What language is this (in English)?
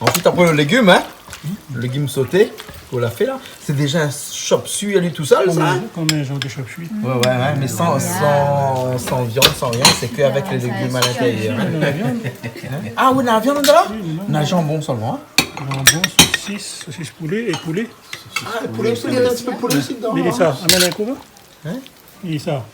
Réunion Creole French